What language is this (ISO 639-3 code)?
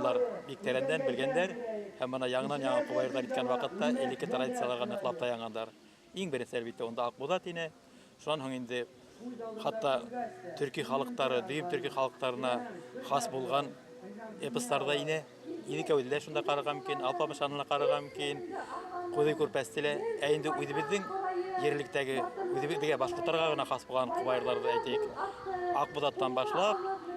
bak